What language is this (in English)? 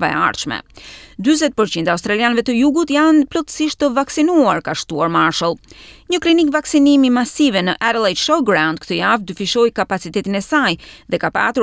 Albanian